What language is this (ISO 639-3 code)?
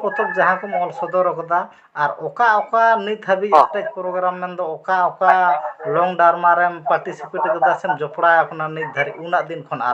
sat